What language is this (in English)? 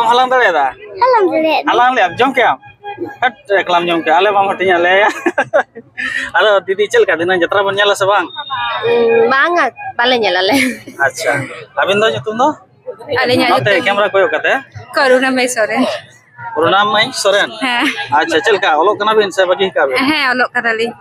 Santali